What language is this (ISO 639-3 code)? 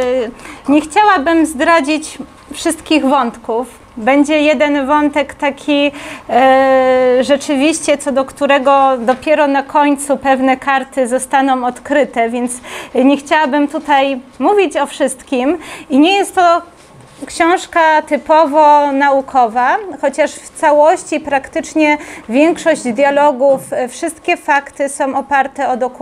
pol